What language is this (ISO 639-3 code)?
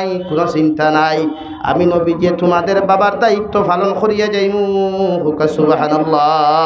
syl